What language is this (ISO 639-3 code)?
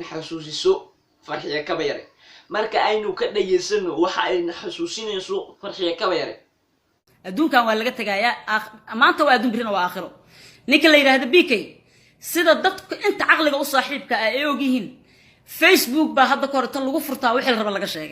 som